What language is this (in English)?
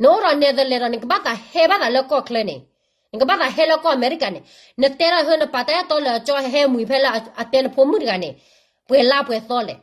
S'gaw Karen